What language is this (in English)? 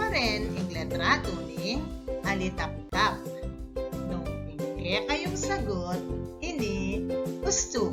Pampanga